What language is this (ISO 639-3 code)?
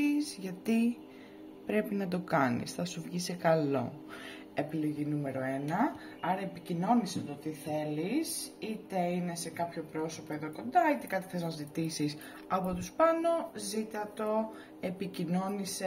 ell